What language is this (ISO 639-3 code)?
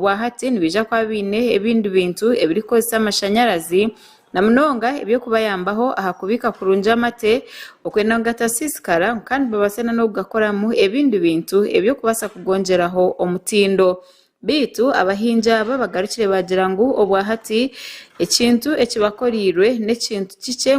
nyn